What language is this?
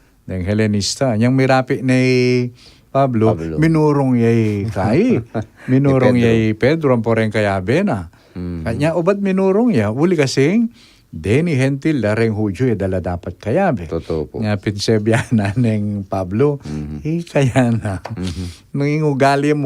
Pampanga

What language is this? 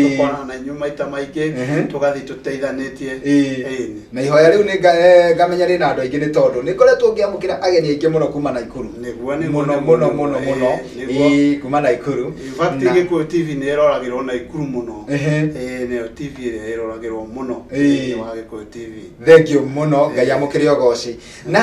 Kikuyu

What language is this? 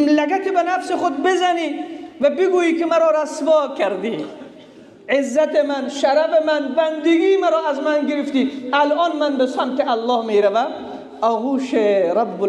Persian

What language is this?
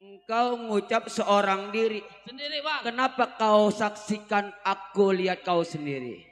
Betawi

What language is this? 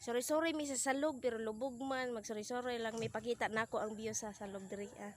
Cebuano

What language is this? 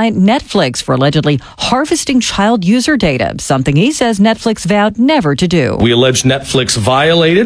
English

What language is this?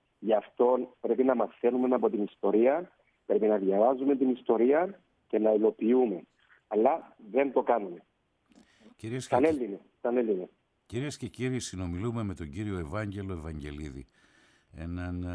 Greek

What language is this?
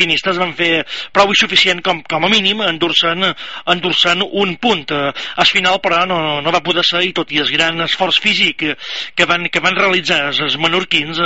Catalan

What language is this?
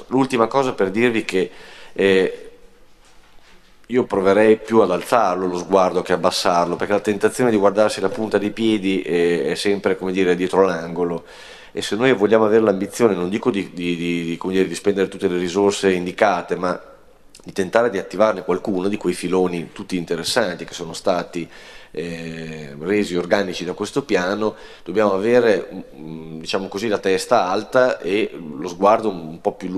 Italian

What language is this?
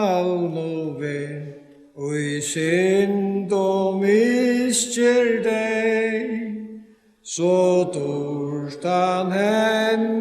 Faroese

